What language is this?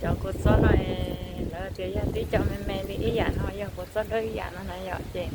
Hmong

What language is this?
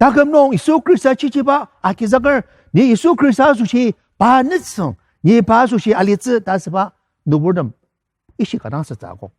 Ao Naga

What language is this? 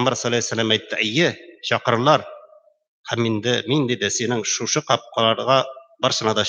Tatar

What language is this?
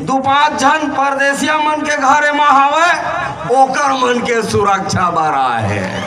Chhattisgarhi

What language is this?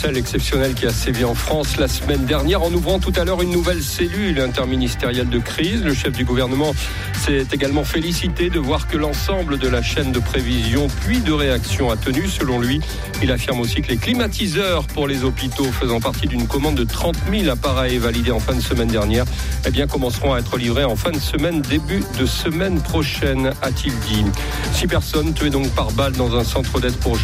French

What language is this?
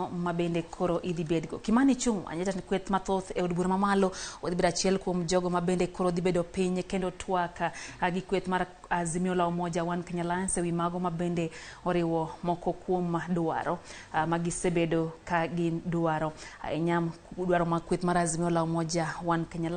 Luo (Kenya and Tanzania)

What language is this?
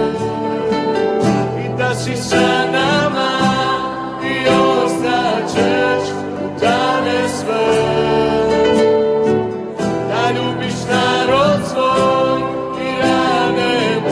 Croatian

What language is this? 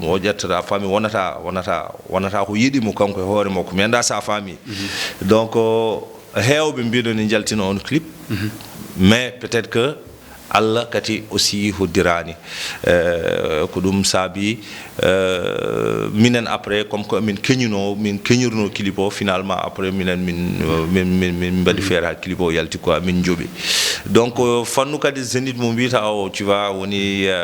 Fula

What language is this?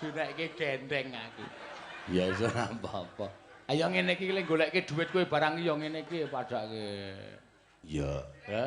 Javanese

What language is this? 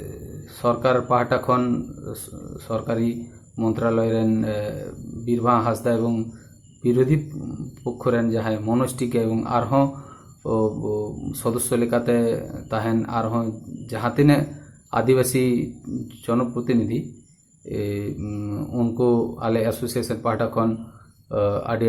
Santali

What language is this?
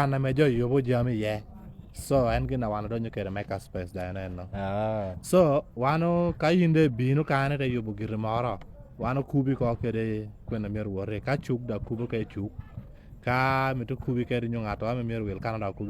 Lango (Uganda)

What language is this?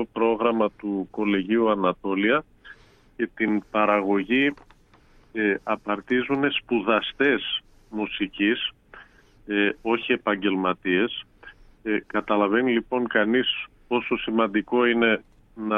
Greek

